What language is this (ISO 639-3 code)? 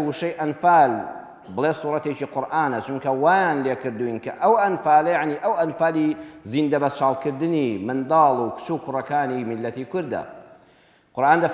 ckb